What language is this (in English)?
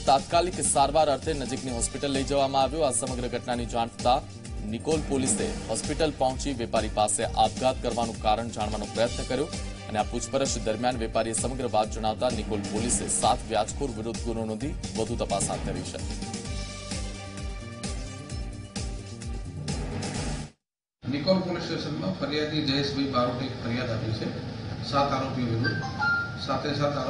Gujarati